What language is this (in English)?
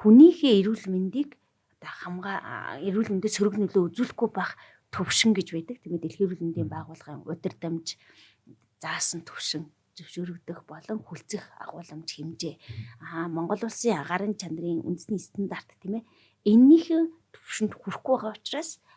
Mongolian